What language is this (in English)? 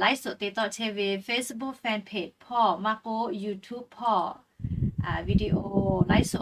Lahu